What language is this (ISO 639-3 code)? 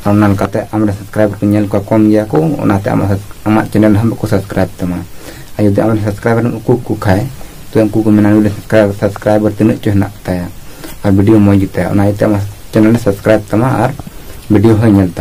sat